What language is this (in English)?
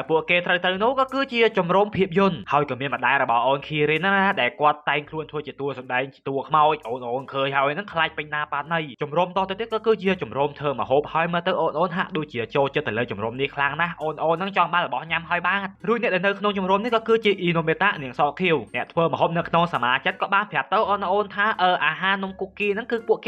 Khmer